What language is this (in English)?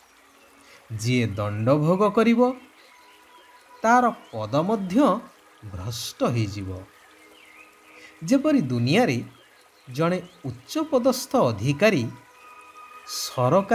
Odia